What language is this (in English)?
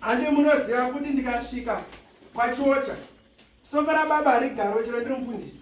Shona